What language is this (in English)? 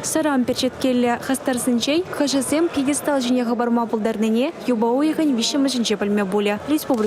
Chuvash